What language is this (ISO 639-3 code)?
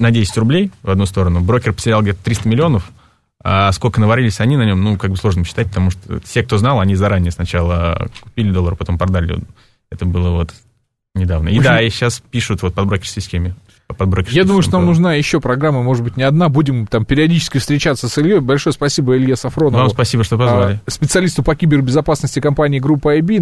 rus